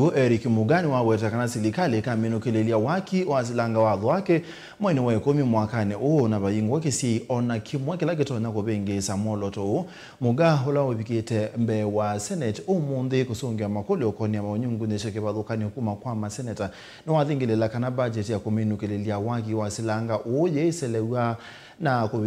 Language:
Kamba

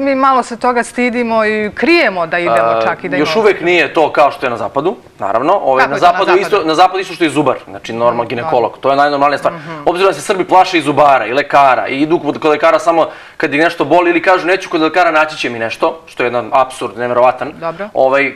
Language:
Serbian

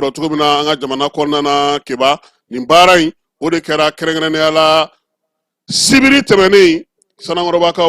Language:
Bambara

